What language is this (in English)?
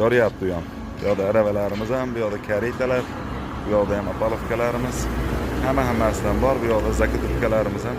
Uzbek